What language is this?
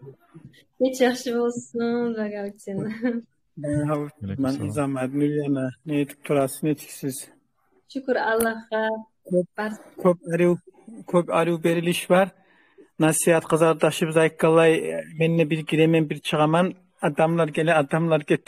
Kumyk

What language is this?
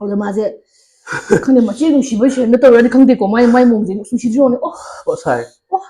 Manipuri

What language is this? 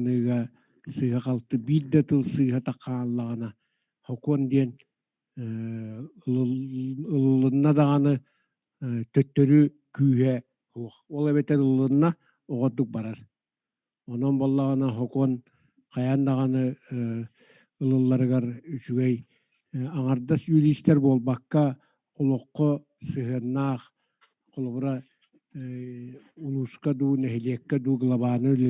Yakut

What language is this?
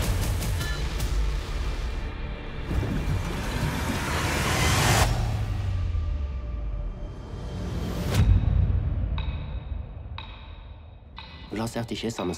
Norwegian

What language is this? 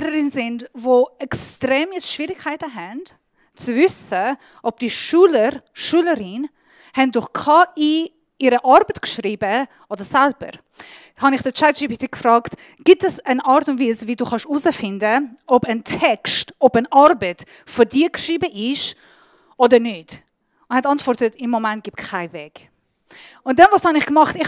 Swiss German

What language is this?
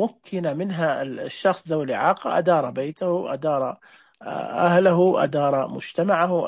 Najdi Arabic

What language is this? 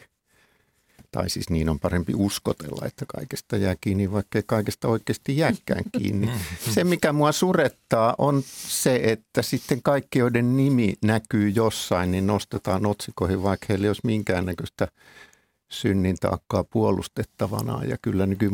Finnish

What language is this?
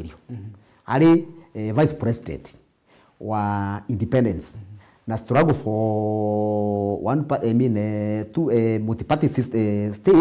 Meru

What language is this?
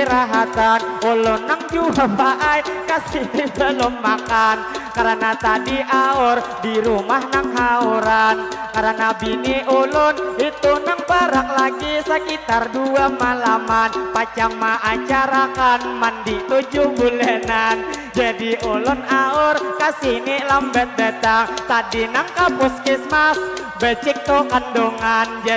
Banjar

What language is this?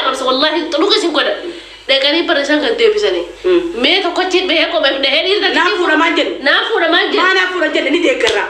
Oromo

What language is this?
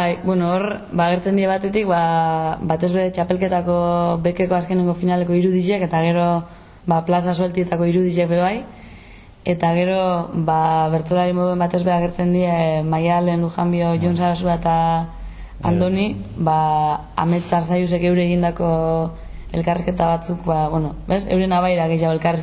Basque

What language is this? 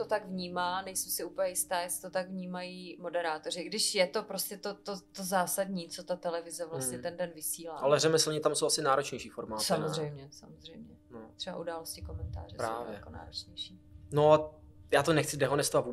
Czech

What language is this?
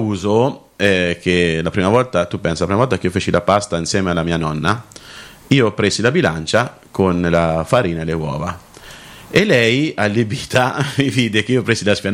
Italian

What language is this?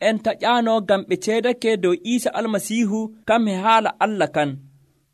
Nigerian Fulfulde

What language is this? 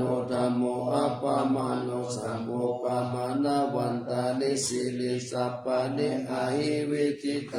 Pali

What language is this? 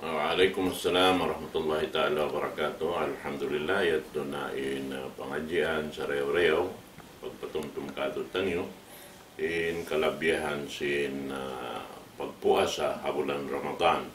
Tausug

